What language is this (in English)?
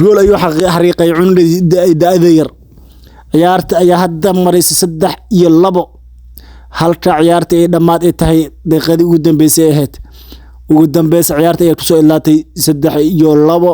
Somali